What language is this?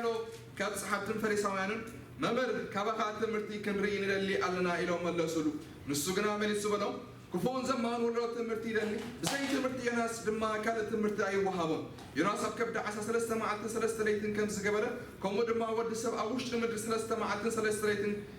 Tigrinya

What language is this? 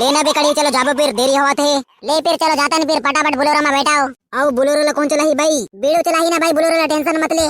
Chhattisgarhi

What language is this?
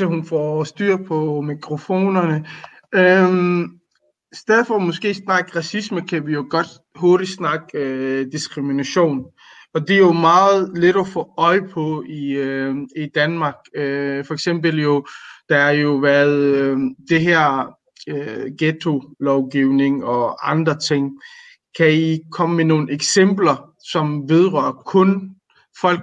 Danish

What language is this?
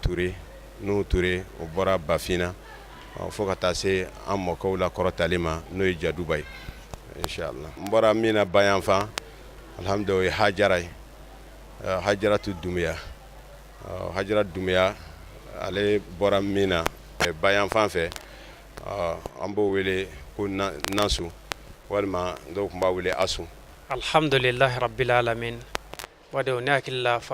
Bambara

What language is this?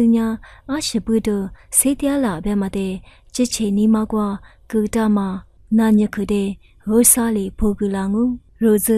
Lisu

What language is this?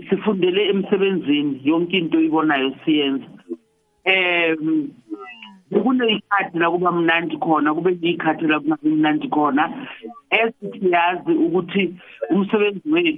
South Ndebele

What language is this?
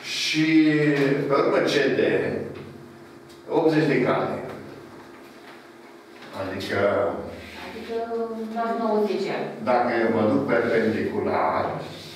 Romanian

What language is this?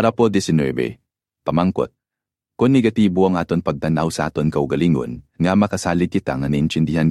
Hiligaynon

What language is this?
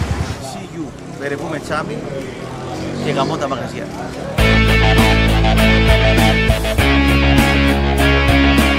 Greek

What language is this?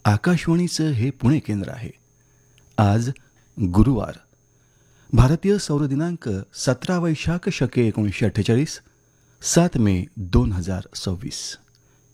Marathi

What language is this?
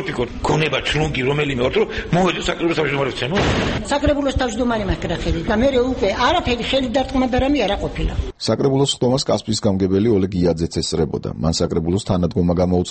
Georgian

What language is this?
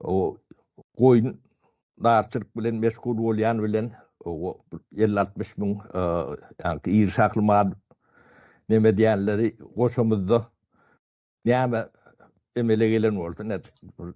Turkmen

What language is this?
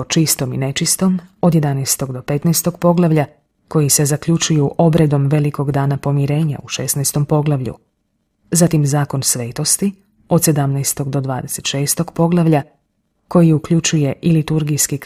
Croatian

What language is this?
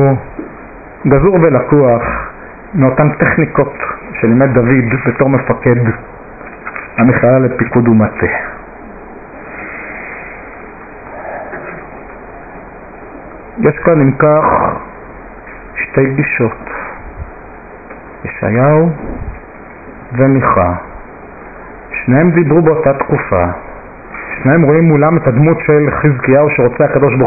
Hebrew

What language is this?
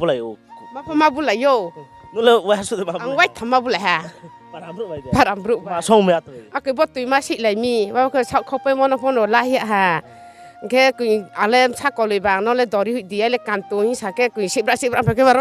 Riang (India)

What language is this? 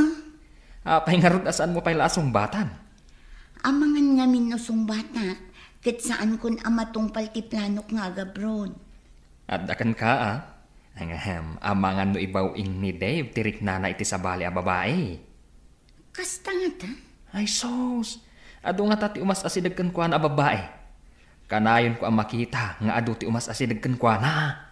Iloko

